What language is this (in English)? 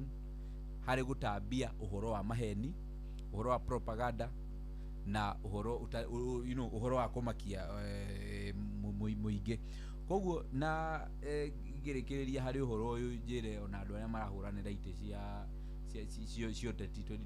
Kikuyu